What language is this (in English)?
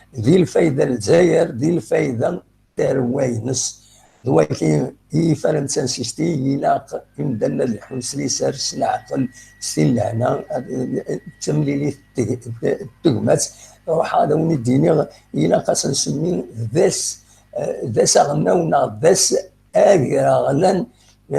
Kabyle